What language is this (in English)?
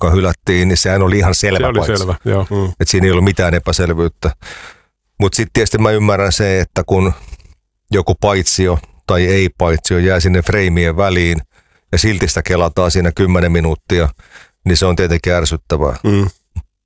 Finnish